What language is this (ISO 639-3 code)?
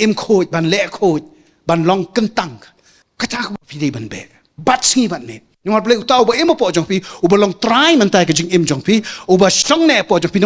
kha